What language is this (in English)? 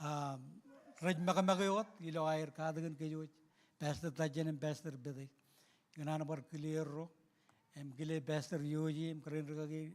Marshallese